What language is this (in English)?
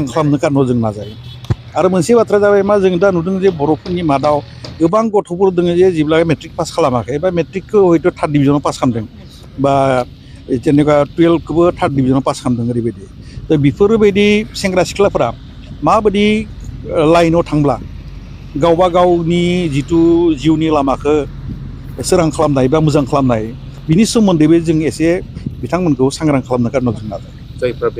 Bodo